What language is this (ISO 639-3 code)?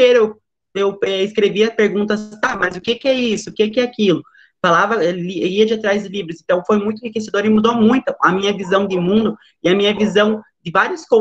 por